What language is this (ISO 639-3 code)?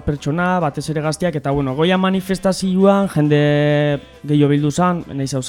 eus